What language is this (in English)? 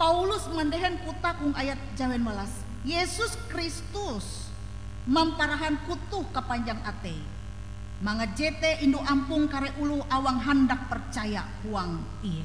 Ngaju